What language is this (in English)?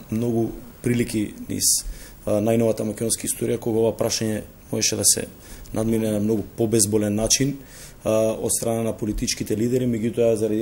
Macedonian